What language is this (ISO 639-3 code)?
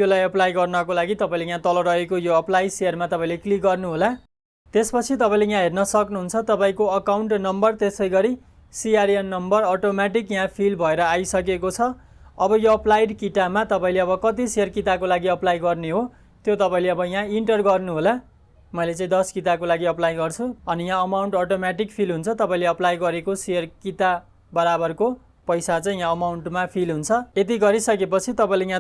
nep